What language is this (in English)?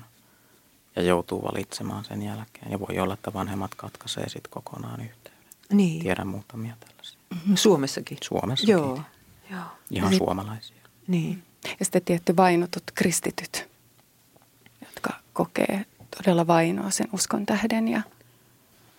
Finnish